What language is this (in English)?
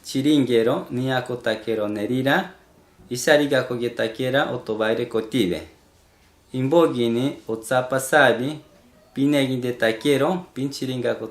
Machiguenga